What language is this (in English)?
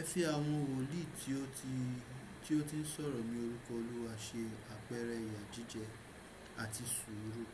Yoruba